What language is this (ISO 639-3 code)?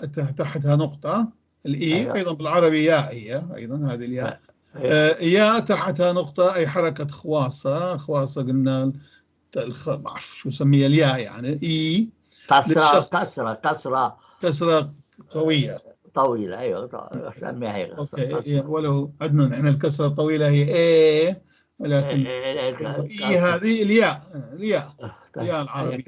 apc